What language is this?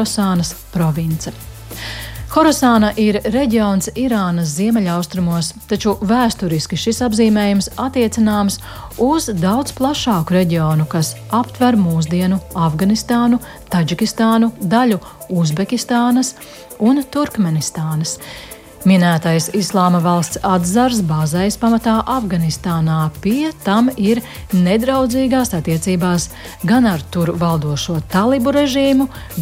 Latvian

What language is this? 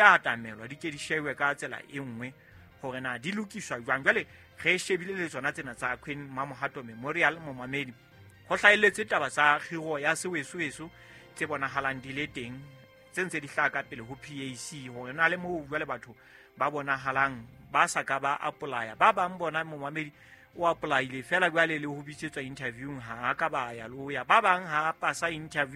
Southern Sotho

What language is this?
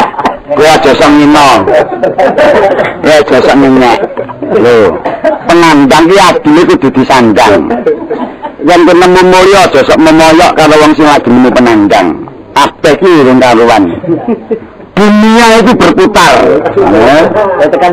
Javanese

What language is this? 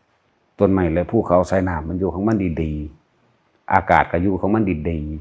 Lao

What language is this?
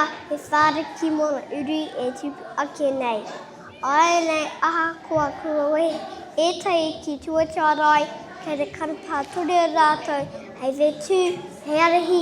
Māori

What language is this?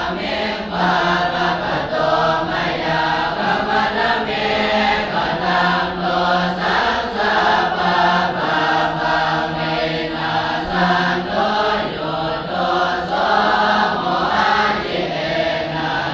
Pali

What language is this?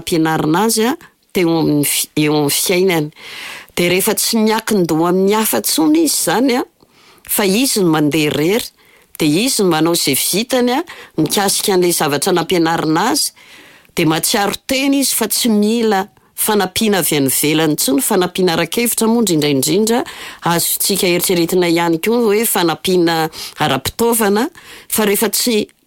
Malagasy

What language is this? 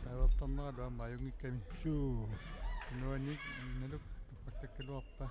Kalaallisut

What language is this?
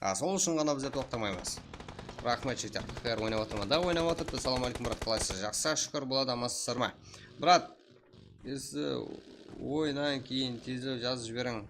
Kara-Kalpak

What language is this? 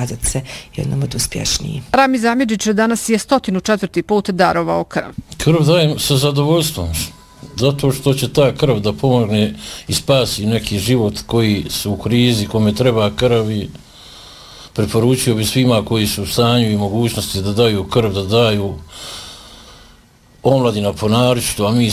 Bosnian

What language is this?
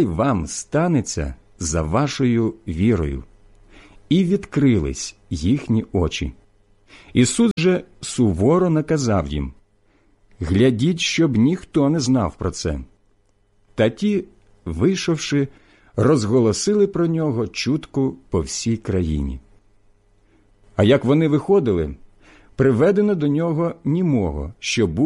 Ukrainian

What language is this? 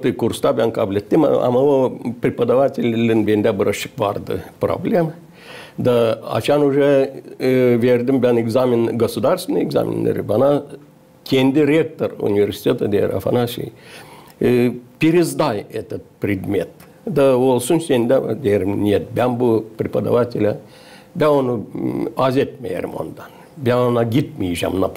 Gagauz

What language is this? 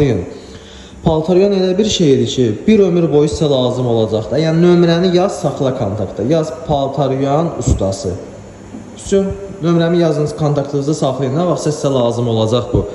Azerbaijani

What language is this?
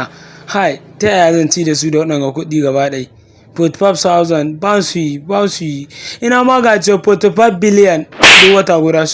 Hausa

